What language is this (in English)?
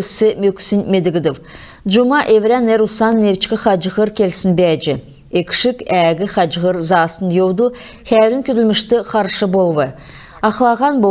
Kalmyk